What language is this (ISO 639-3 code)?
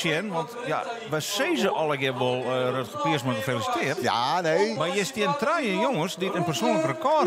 fry